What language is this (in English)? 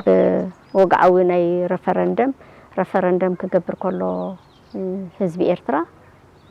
Tigrinya